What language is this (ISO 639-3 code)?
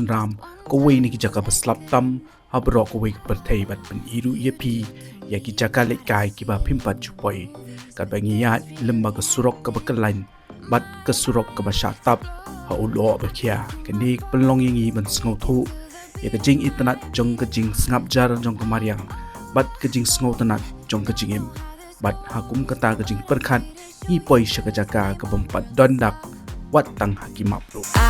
kha